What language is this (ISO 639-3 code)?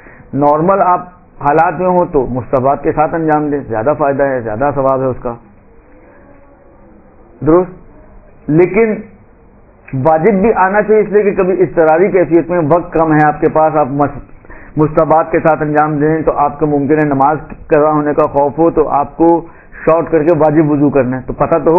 urd